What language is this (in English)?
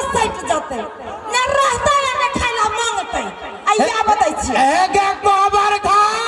Maithili